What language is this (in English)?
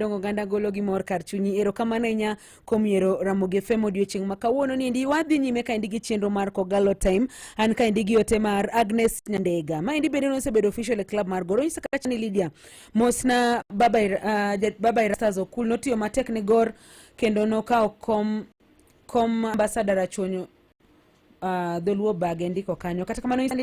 Luo (Kenya and Tanzania)